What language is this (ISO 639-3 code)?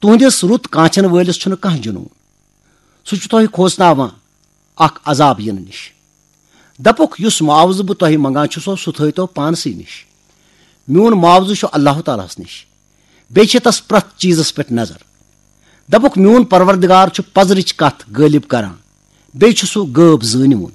kas